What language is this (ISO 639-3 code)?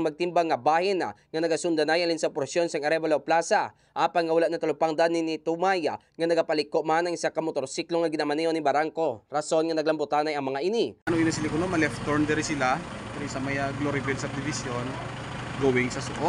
hil